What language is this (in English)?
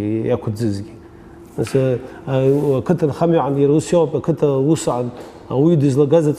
Abkhazian